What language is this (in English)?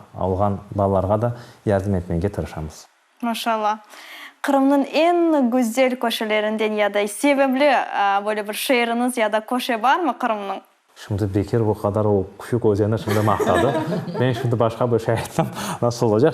Crimean Tatar